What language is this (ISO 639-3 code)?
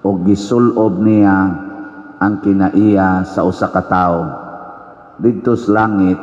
ceb